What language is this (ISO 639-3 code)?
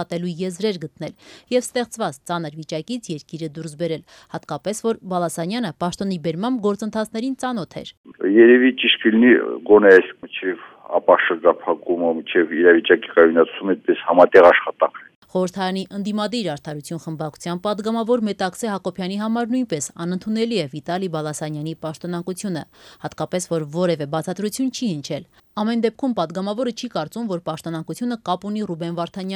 hye